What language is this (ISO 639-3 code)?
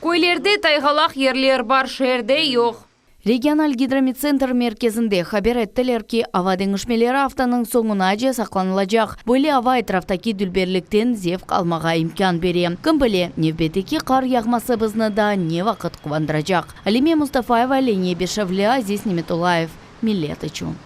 crh